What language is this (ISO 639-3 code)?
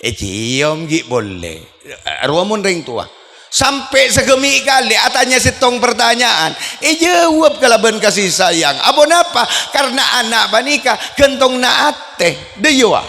mad